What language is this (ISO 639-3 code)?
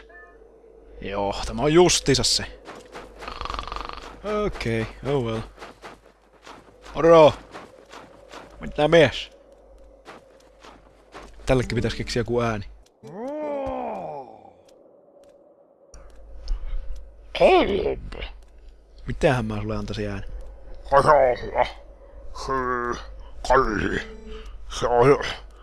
fin